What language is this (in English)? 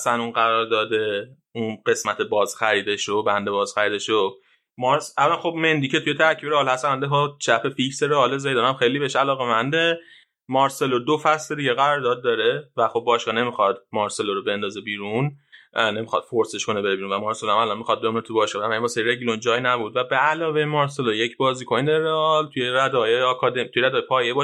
Persian